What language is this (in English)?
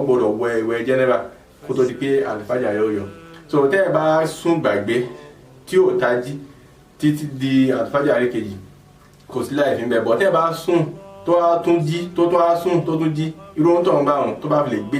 Yoruba